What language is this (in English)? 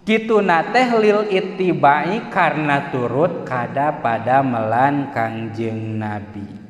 Sundanese